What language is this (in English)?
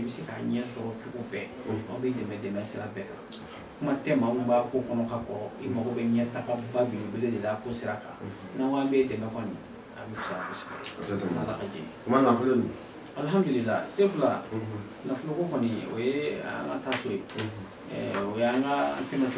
Bambara